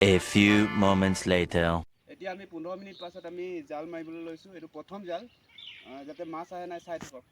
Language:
Assamese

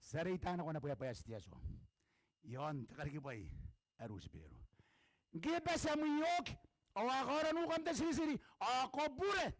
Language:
Gilbertese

